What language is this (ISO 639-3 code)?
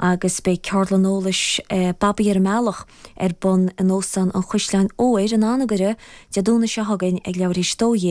gle